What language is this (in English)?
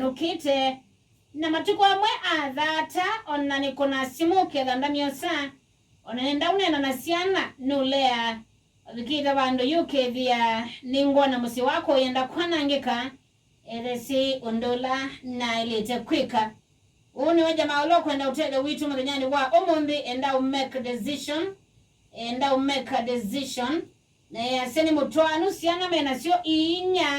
Kamba